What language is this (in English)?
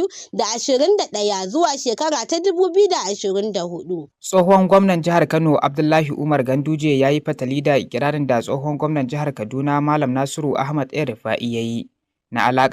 Hausa